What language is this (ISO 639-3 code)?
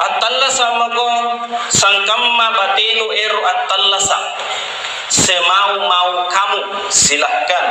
mak